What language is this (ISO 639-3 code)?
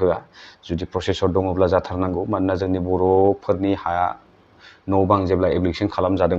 brx